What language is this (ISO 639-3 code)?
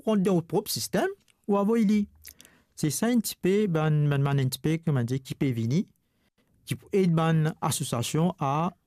mfe